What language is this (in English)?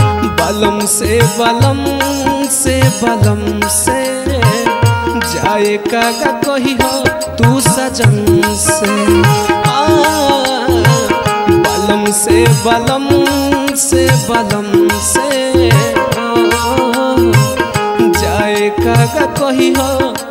Bhojpuri